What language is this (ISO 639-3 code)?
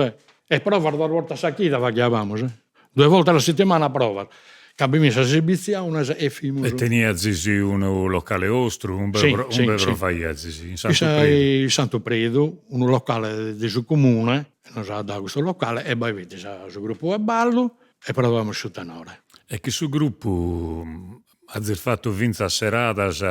srd